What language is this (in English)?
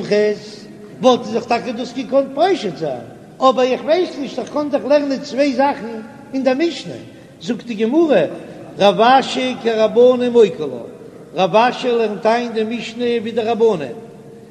Yiddish